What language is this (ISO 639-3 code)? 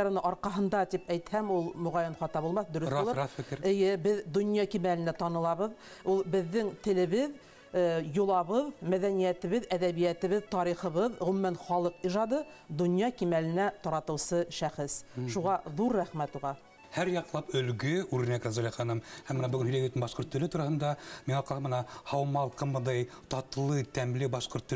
bak